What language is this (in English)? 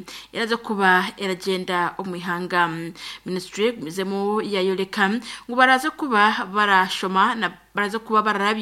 Nyankole